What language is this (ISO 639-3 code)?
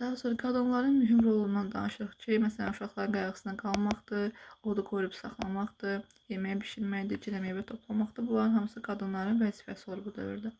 aze